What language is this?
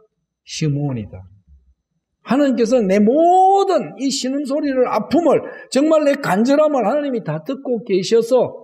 Korean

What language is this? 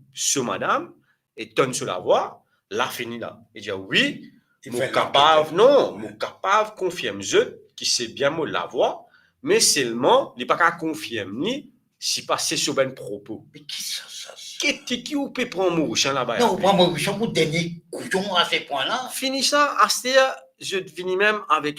Morisyen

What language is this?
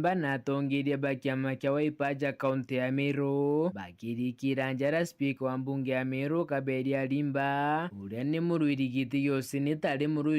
Meru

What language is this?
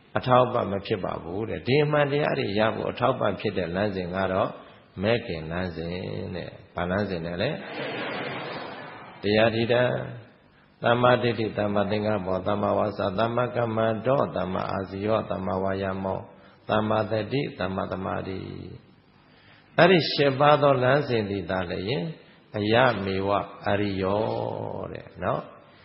Burmese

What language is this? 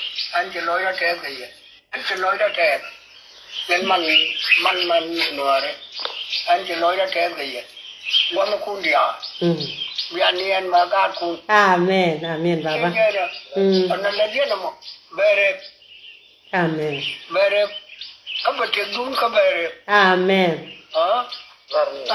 Nuer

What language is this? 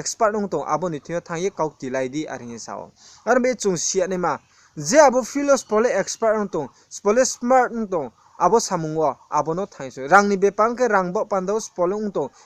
Riang (India)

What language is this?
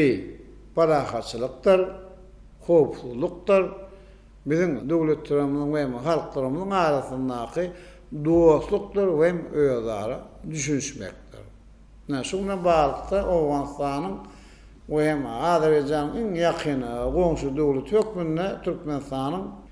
Turkmen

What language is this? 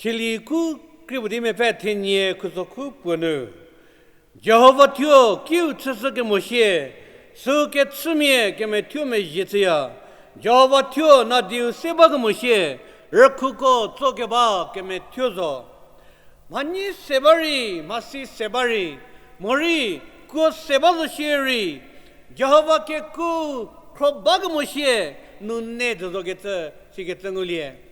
Angami Naga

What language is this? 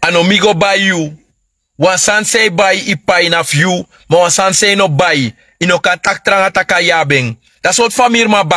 Sranan Tongo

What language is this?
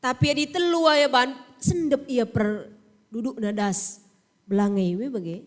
Batak Karo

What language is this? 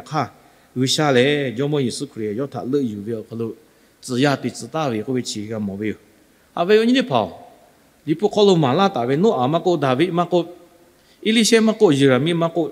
Lahu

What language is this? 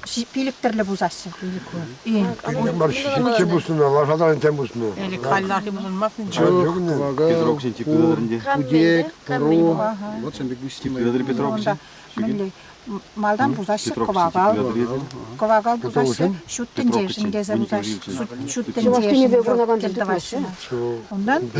Chuvash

